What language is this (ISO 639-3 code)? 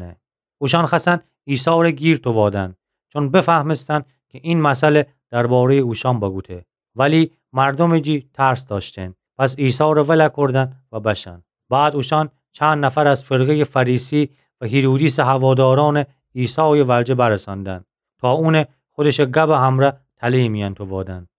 glk